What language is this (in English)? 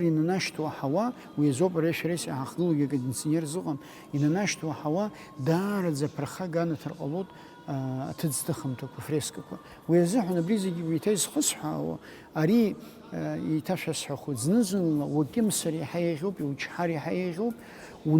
Abkhazian